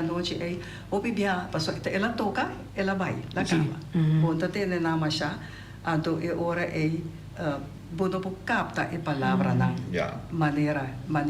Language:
Papiamento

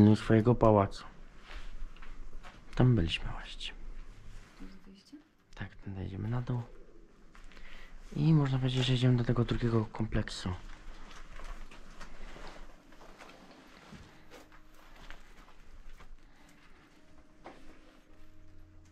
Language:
Polish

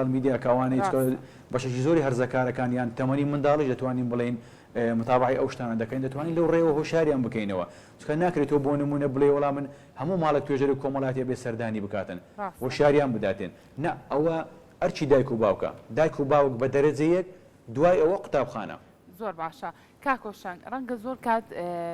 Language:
Central Kurdish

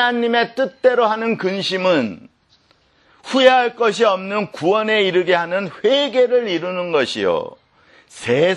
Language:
Korean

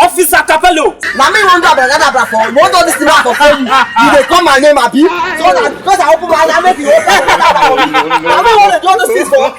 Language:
Nigerian Pidgin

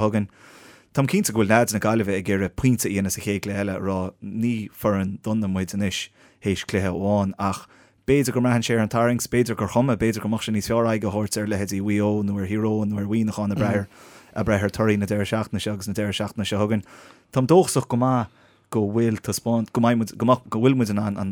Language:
Irish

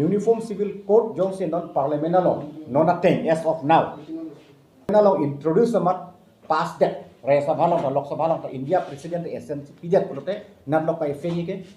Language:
Karbi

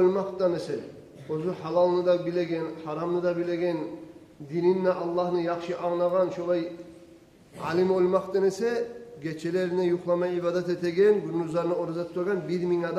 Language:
Kumyk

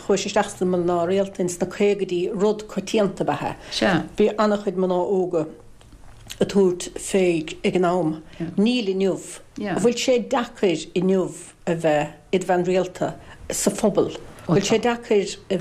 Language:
Irish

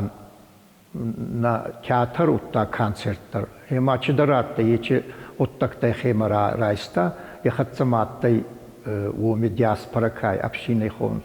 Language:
Ossetic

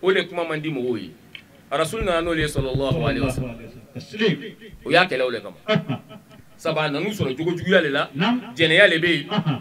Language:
Bambara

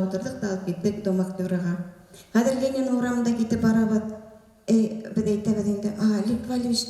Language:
Bashkir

